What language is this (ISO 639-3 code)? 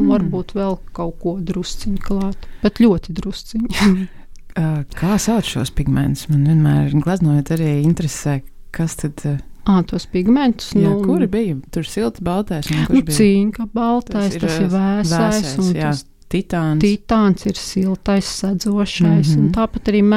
lav